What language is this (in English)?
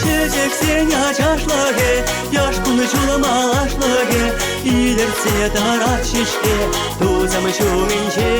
Chuvash